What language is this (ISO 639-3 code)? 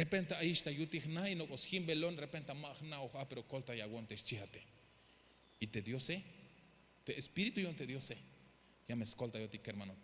tzh